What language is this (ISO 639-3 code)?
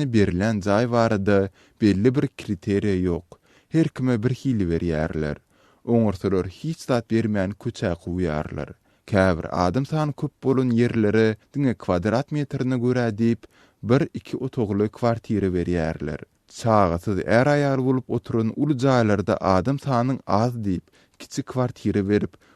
tuk